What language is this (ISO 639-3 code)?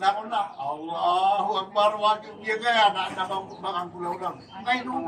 mrw